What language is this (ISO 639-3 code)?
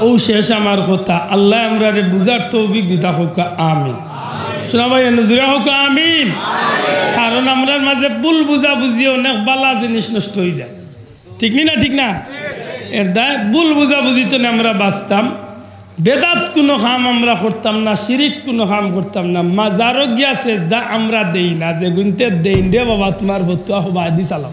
syl